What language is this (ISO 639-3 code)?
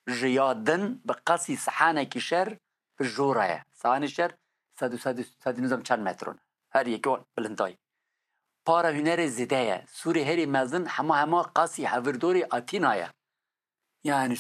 kur